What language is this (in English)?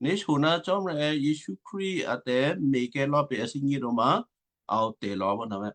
Western Kayah